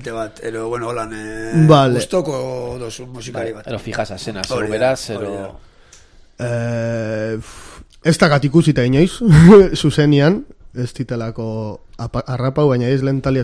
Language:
Basque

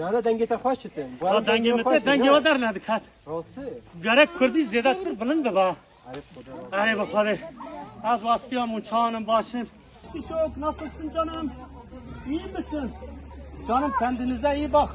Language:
Kurdish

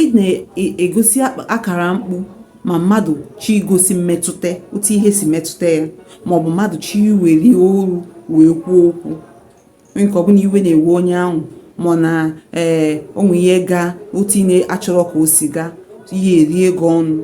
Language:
Igbo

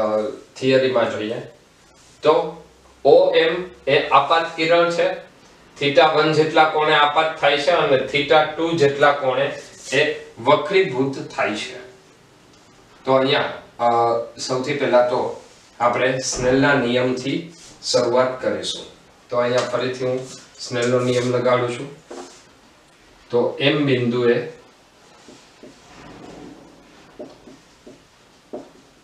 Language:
Gujarati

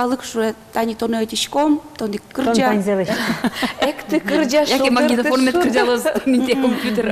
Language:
Udmurt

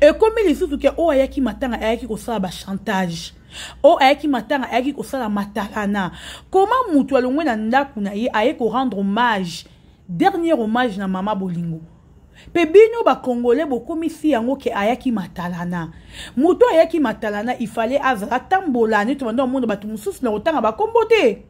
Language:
Lingala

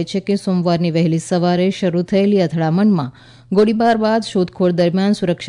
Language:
Gujarati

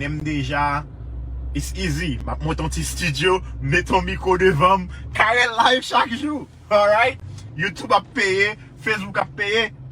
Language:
Haitian Creole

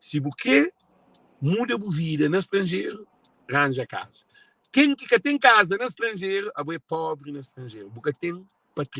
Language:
Kabuverdianu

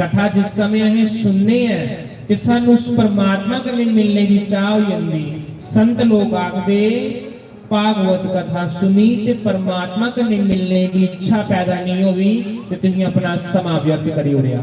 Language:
Dogri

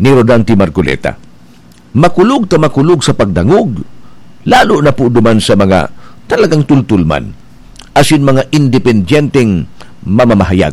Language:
Bikol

